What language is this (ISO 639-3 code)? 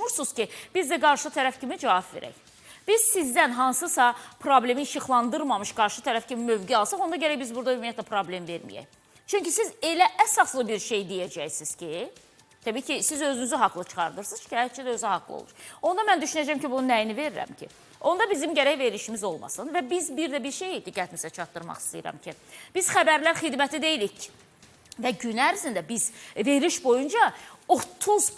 aze